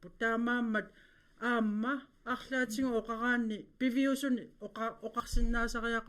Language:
Kalaallisut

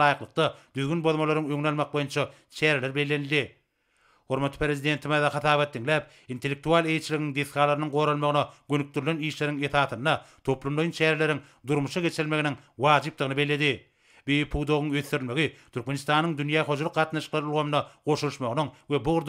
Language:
Turkmen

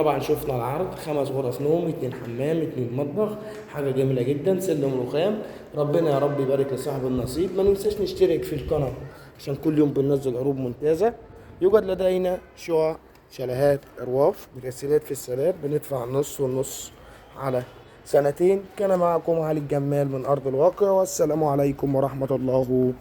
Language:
Egyptian Arabic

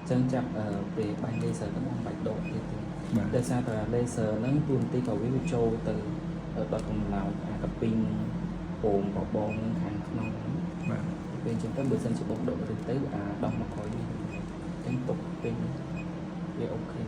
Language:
Khmer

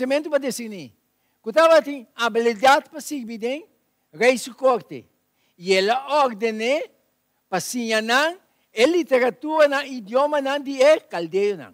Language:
Papiamento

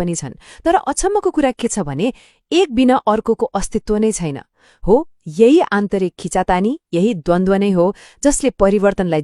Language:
Nepali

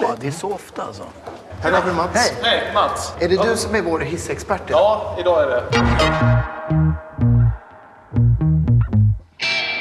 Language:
Swedish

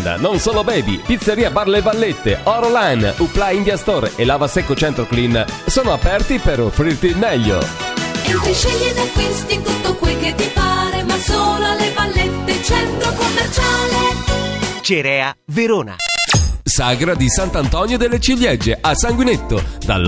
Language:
Italian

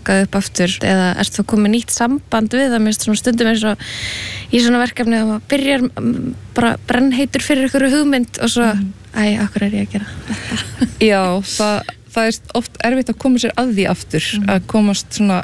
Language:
Icelandic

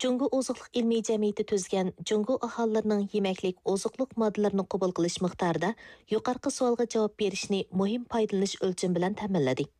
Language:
Uyghur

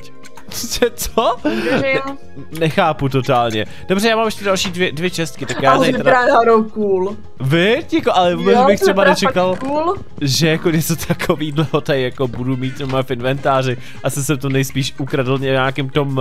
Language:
Czech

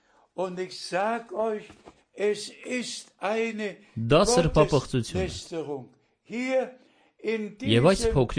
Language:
Armenian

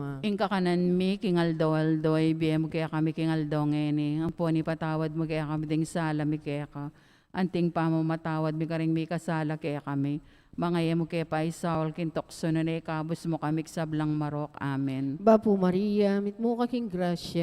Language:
Pampanga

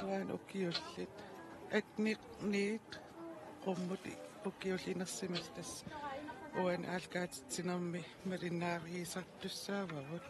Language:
Kalaallisut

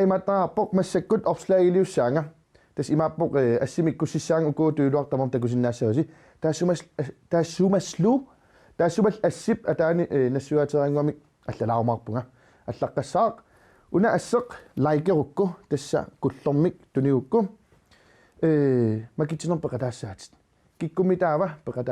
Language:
Kalaallisut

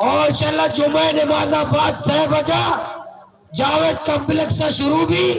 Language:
Baluchi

